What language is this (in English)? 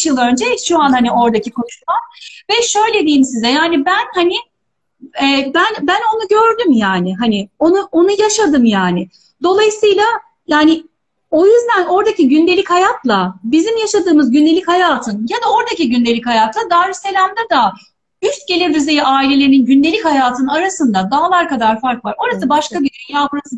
Turkish